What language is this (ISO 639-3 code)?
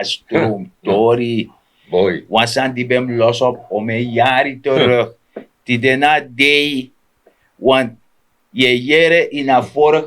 srn